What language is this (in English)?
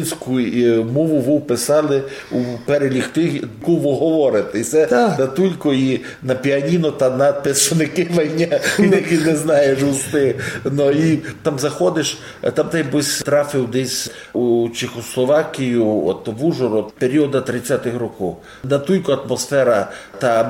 Rusyn